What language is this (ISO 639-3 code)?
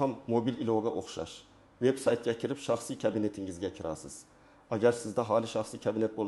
uzb